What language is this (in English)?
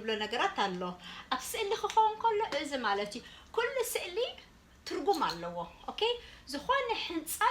Tigrinya